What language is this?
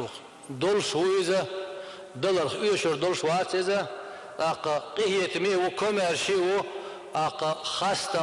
Chechen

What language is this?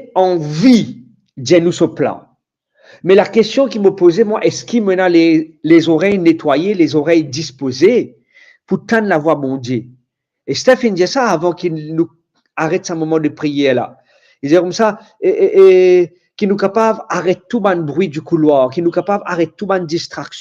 Morisyen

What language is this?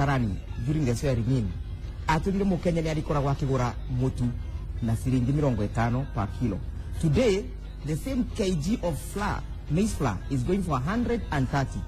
Kikuyu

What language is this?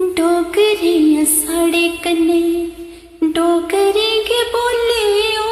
Dogri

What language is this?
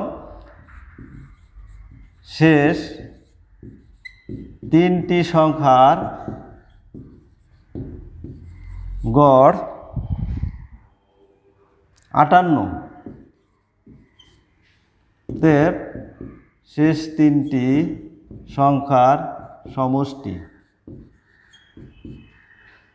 Bangla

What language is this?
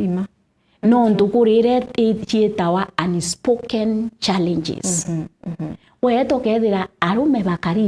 Meru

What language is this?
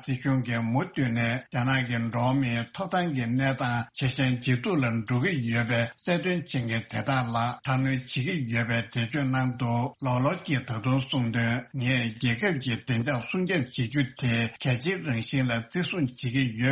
Tibetan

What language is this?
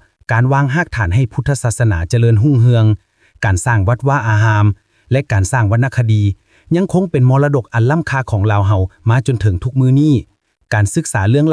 Lao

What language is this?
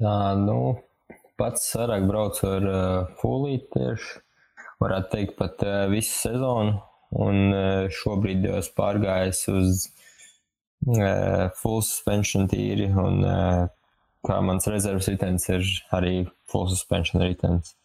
Latvian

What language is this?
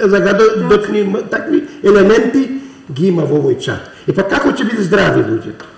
Macedonian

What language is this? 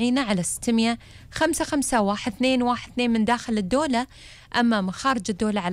Gulf Arabic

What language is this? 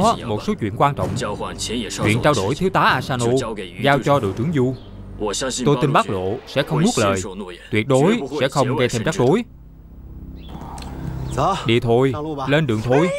Vietnamese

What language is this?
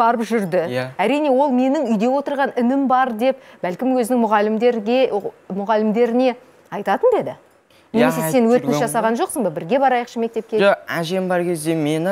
Kazakh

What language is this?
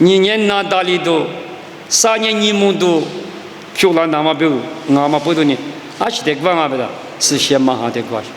Lisu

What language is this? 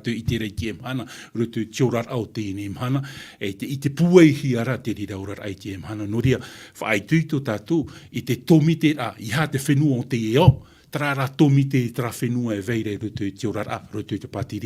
Tahitian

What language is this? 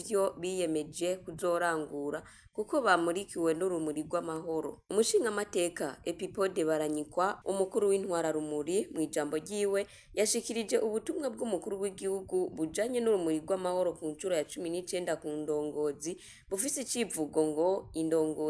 Rundi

